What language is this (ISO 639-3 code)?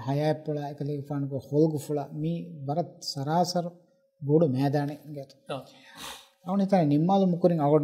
div